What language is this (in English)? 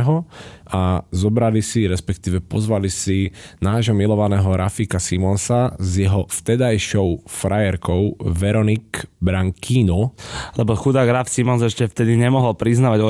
Slovak